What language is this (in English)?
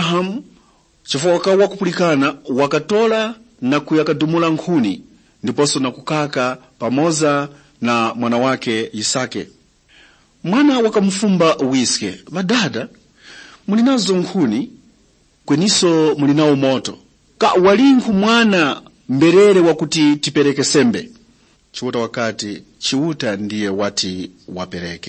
Tumbuka